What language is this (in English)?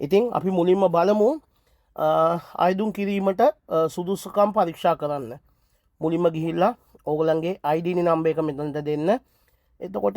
Sinhala